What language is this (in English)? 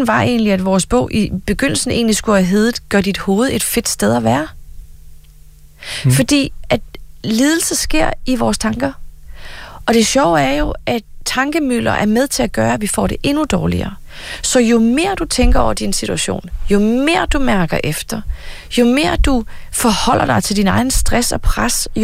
Danish